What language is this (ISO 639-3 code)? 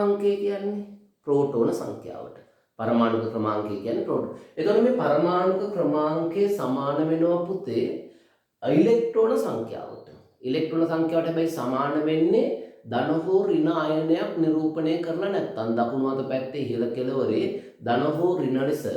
sin